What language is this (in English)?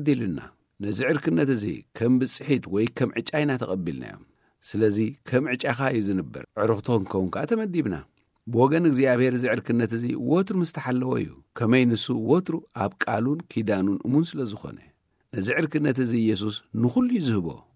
Tigrinya